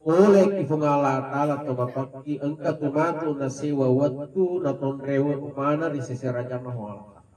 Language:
Buginese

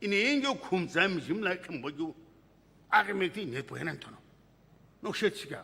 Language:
Sumi Naga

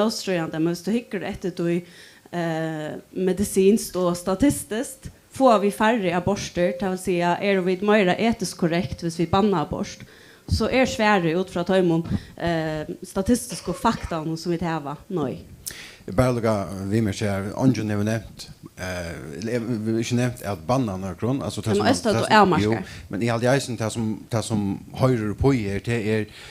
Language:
Faroese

